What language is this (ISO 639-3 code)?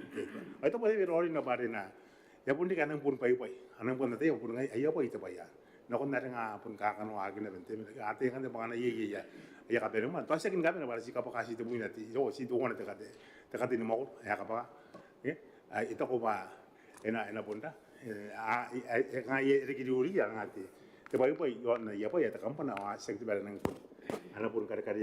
gil